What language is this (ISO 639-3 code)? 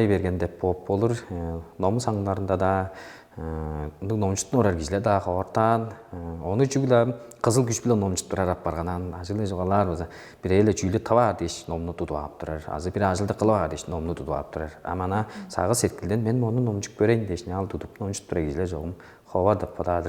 tyv